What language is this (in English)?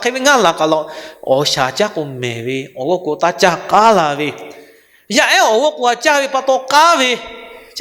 Lahu